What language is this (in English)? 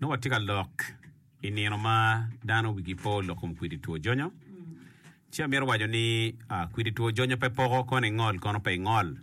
Acoli